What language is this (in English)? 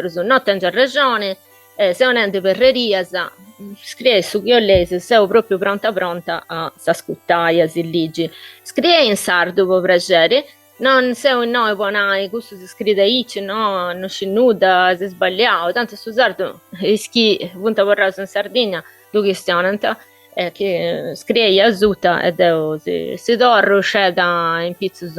Sardinian